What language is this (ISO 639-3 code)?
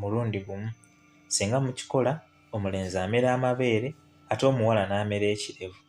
lug